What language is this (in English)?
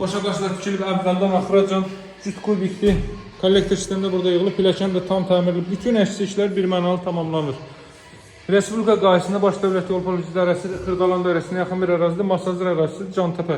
Azerbaijani